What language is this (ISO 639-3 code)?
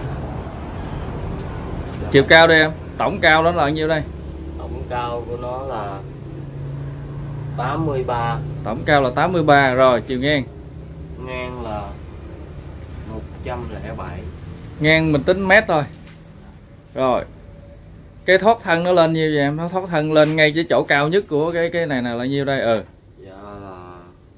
vie